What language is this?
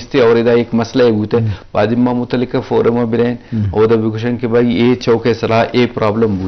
Eastern Balochi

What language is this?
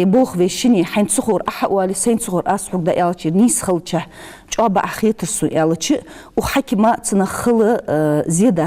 Ingush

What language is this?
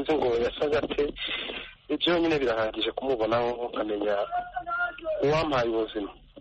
Kinyarwanda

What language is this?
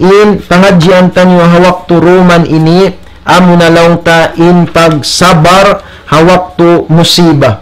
Tausug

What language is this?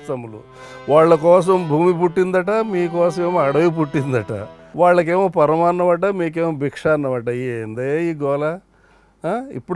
Telugu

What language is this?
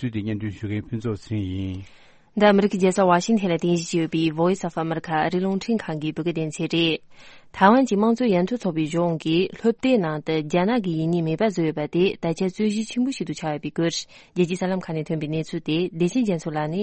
Tibetan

